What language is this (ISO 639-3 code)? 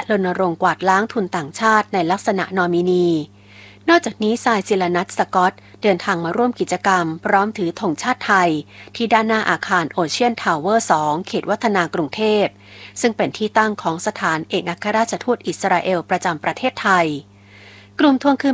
tha